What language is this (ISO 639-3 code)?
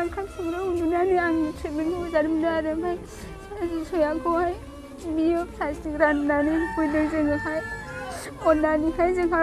brx